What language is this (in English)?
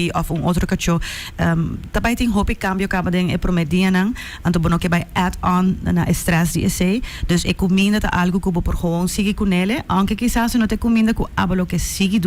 Papiamento